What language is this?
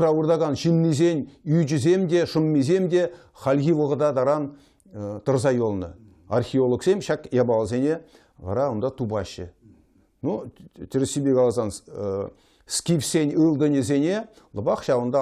Chuvash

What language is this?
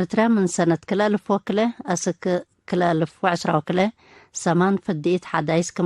Tigre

